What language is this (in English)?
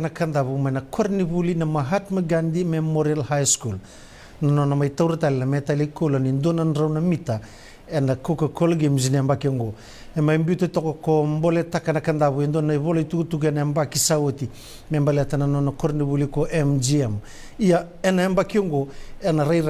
Fijian